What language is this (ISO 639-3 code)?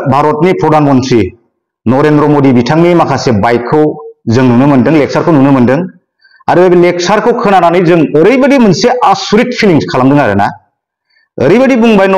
brx